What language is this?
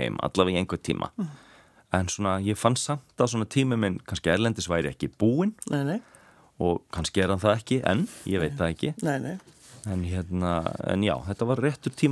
Icelandic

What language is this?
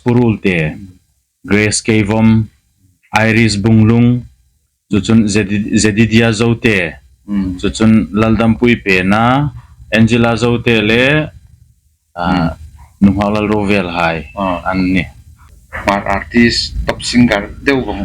Hmar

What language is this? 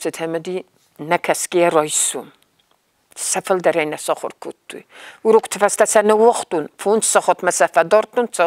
Ossetic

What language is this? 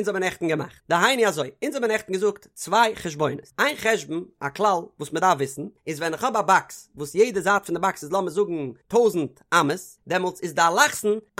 Yiddish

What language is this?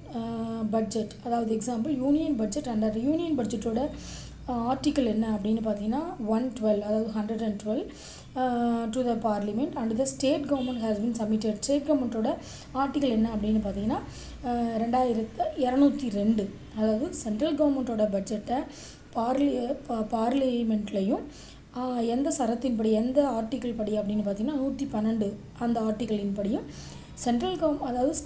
Tamil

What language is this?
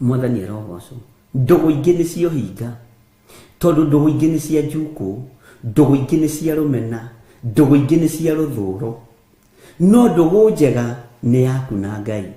Kikuyu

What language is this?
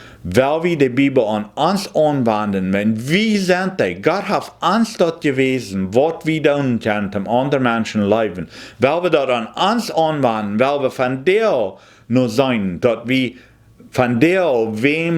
Plautdietsch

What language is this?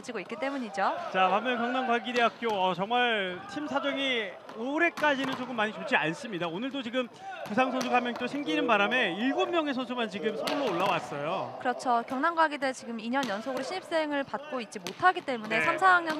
Korean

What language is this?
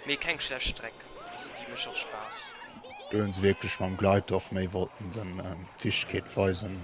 Luxembourgish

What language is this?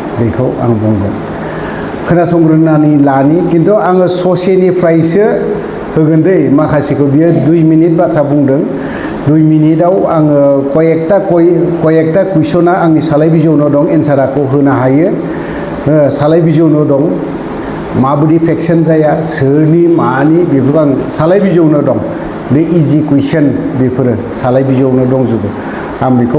Bodo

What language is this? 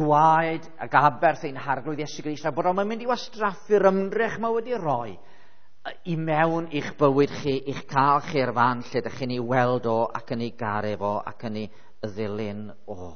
Welsh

